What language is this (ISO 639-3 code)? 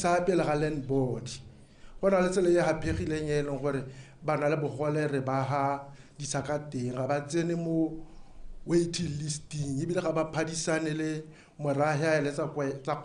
tsn